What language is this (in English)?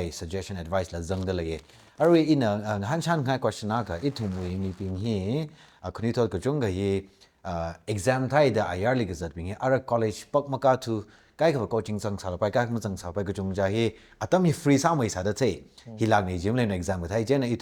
Tangkhul Naga (India)